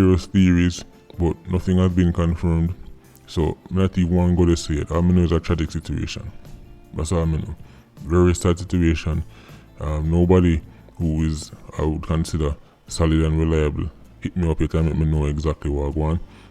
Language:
Jamaican Creole English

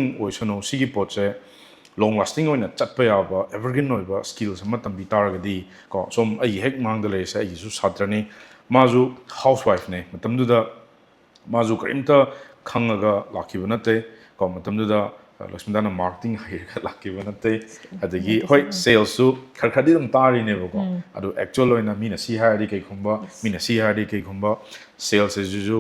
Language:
Manipuri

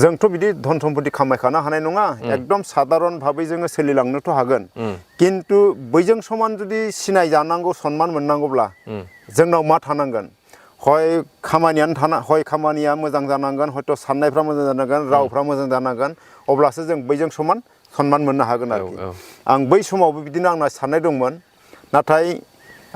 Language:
Bodo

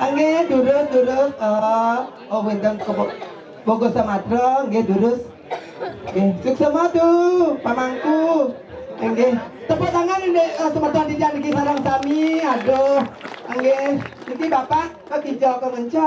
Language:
Balinese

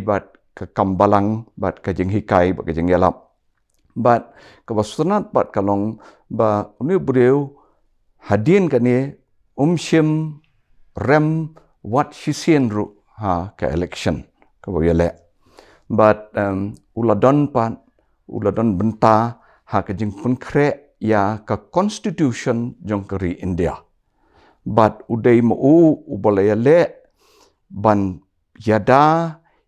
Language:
Khasi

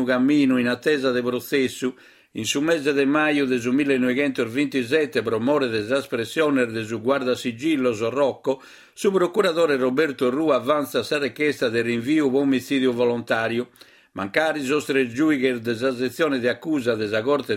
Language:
Sardinian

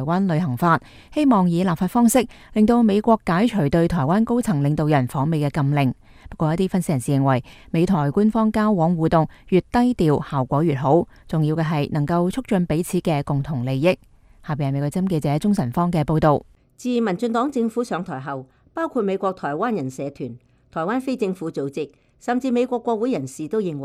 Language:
Cantonese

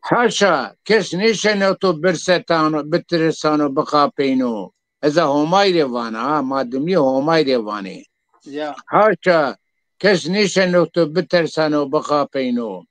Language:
Zaza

